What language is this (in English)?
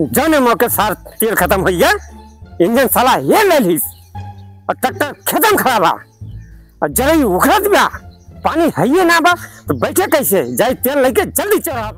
Awadhi